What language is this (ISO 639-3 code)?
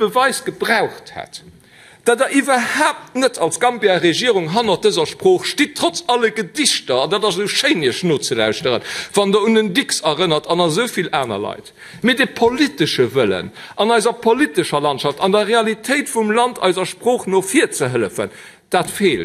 ltz